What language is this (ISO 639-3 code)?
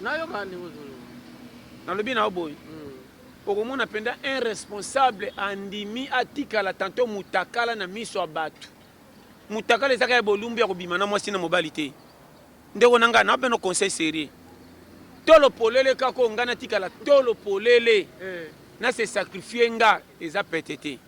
lin